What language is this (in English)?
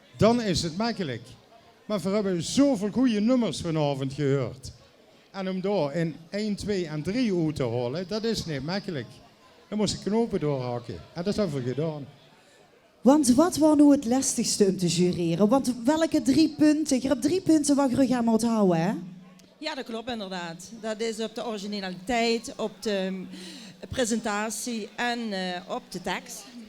Limburgish